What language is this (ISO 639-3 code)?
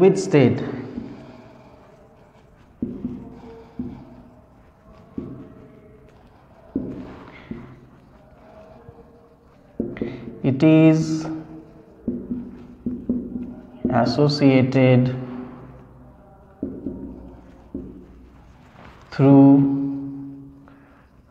hin